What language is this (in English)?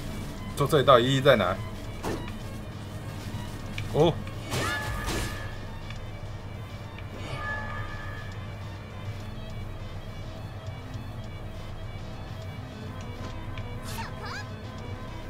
Chinese